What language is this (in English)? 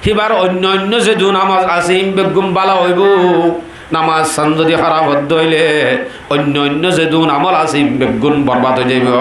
Rohingya